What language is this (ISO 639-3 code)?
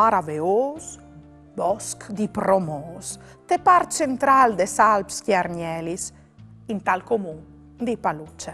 fur